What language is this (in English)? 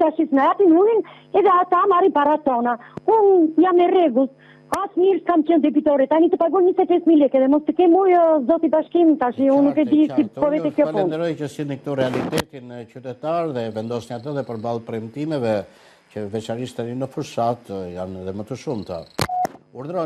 Albanian